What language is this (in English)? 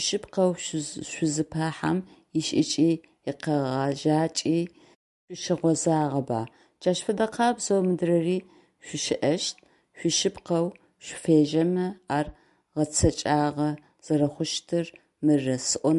Adyghe